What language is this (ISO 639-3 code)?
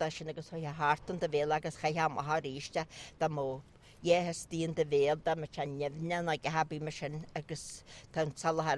gle